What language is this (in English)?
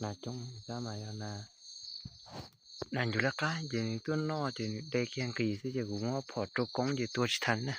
Hmong